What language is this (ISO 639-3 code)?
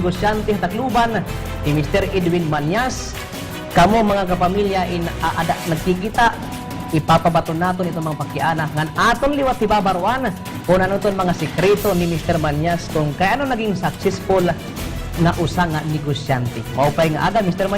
war